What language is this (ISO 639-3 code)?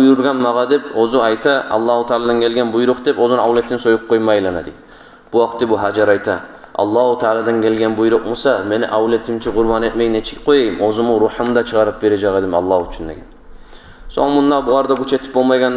kum